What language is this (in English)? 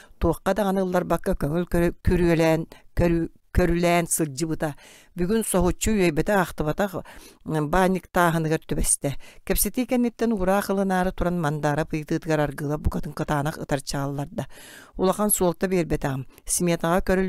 Yakut